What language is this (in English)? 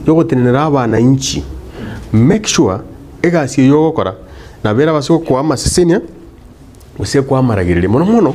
Gusii